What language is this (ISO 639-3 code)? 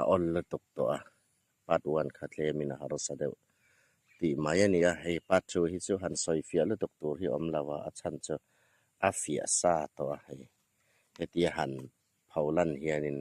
hmr